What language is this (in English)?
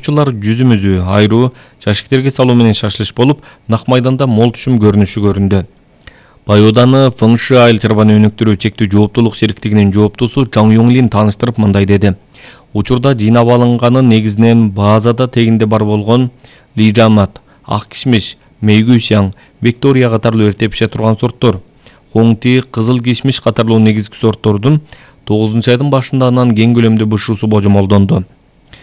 Kyrgyz